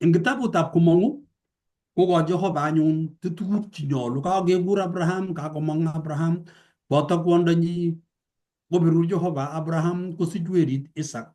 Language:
Kalenjin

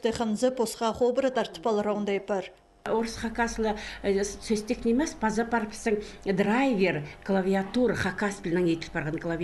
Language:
Khakas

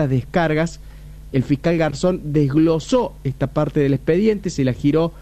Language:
Spanish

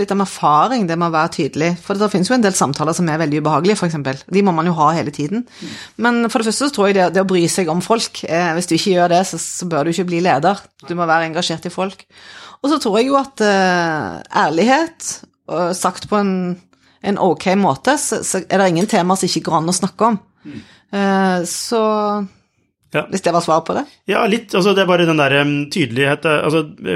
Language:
Norwegian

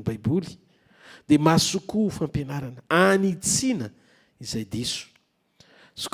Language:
Malagasy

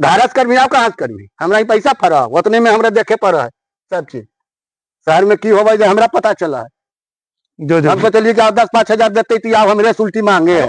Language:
Magahi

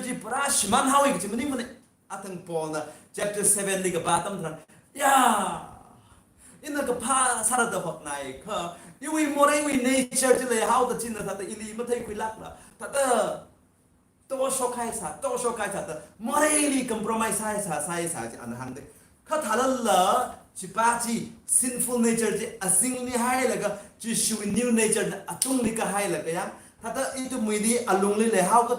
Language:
Tangkhul Naga (India)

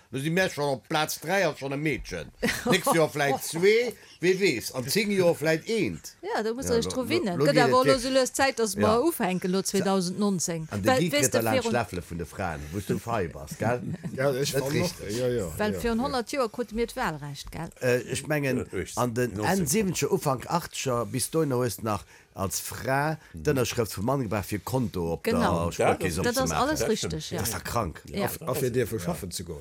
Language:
Luxembourgish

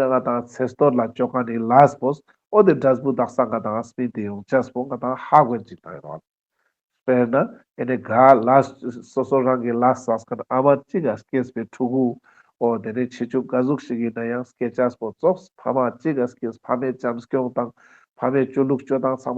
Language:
Ladakhi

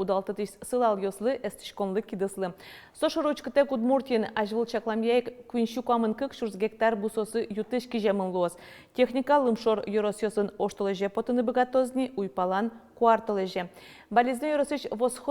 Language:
Udmurt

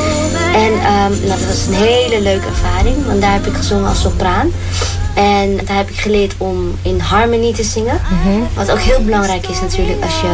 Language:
Dutch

